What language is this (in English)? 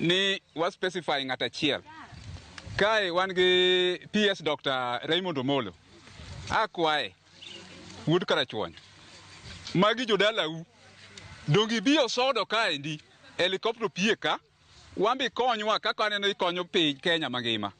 Luo (Kenya and Tanzania)